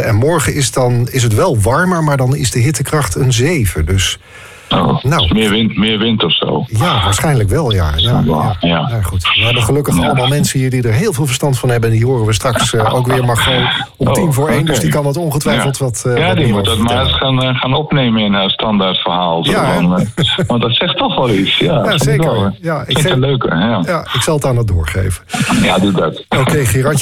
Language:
Dutch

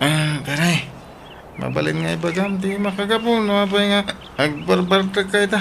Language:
Iloko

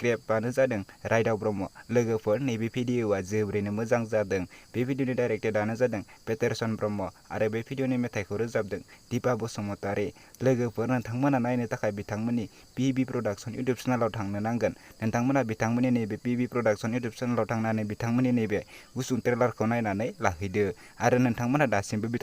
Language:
Bodo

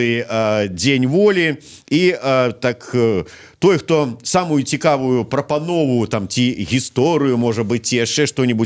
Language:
Belarusian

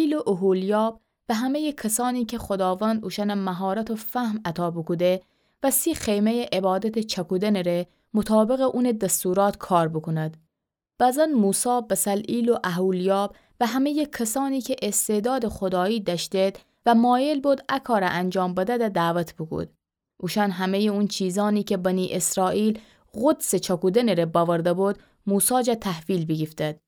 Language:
Gilaki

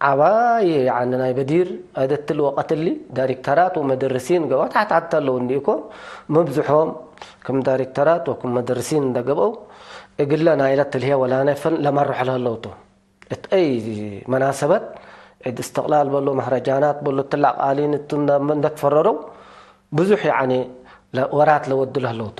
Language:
Tigre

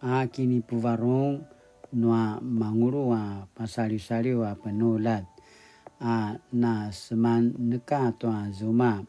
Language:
Paiwan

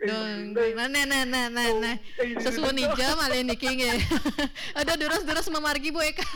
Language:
Balinese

